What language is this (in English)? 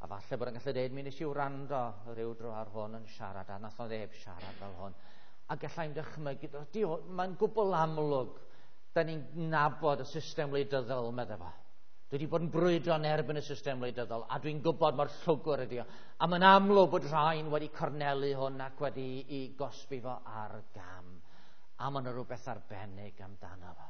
Welsh